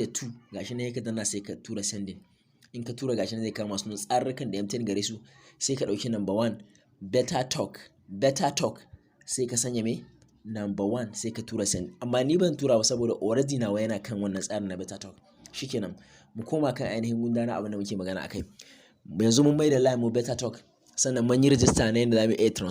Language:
Hausa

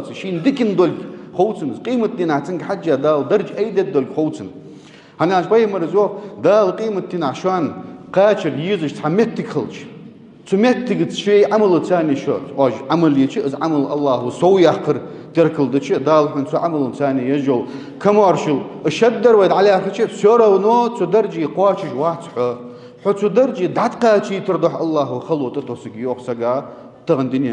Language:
Ingush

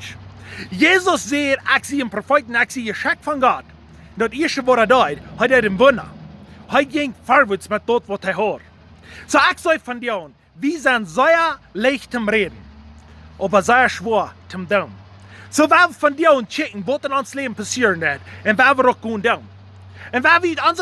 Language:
Plautdietsch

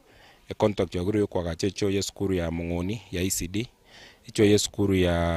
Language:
Gusii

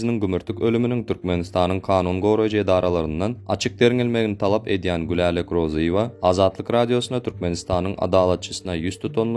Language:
Turkmen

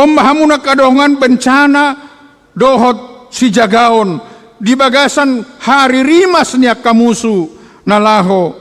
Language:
Batak Toba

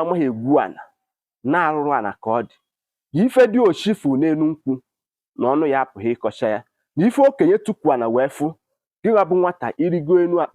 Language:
Igbo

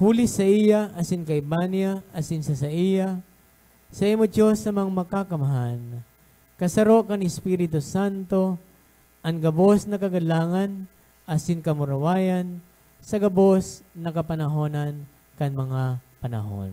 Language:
Bikol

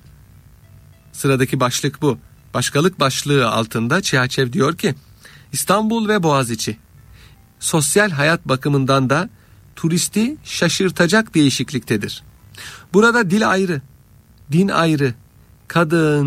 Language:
Turkish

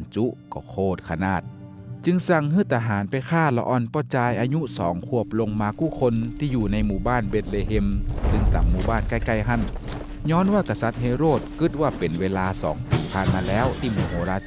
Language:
Northern Thai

